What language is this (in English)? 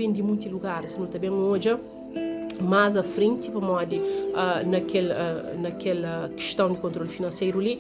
Kabuverdianu